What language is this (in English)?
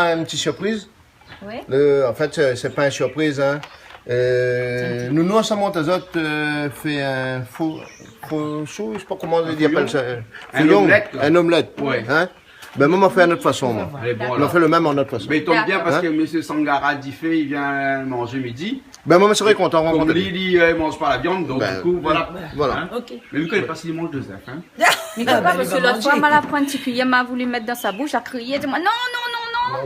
Réunion Creole French